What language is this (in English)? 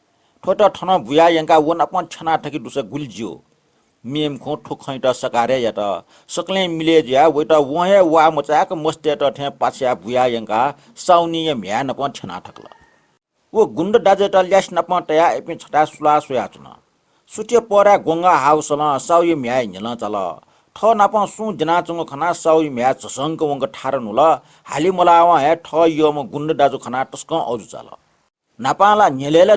Newari